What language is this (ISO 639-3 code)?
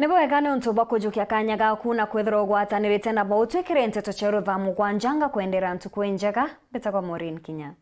mer